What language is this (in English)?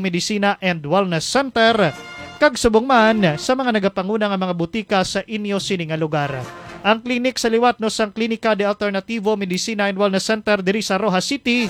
Hiligaynon